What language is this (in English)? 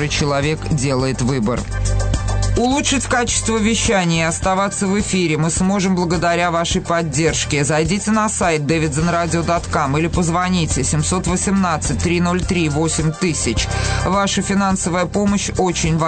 Russian